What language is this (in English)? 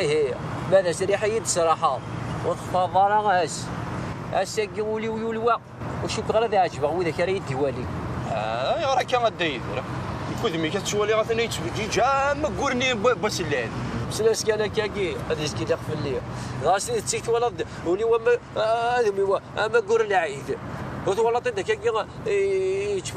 Kabyle